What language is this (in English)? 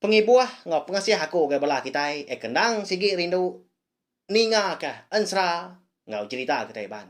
Iban